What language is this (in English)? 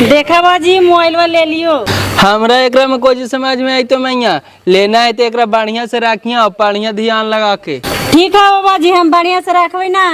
Magahi